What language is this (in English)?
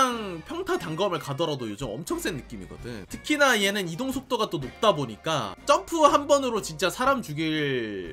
Korean